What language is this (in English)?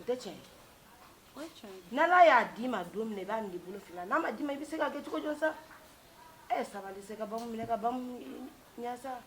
Bambara